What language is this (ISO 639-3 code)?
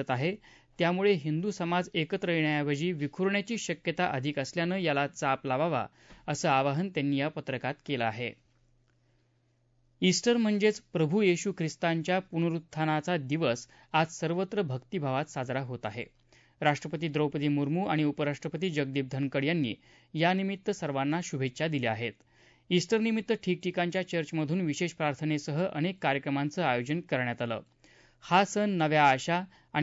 mar